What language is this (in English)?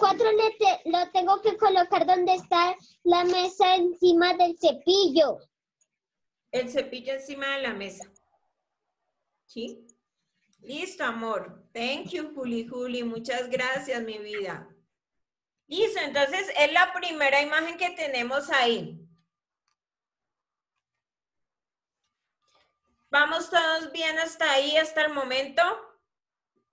Spanish